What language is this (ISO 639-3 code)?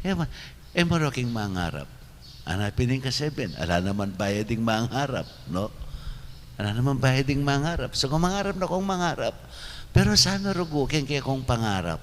pam